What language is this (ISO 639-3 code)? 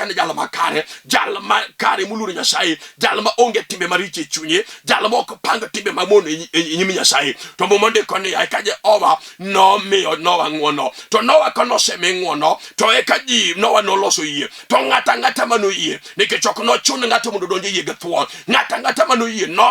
luo